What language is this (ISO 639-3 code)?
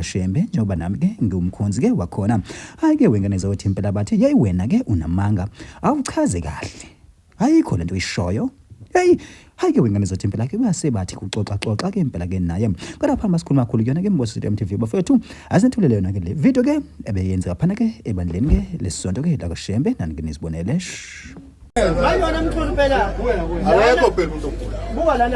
zul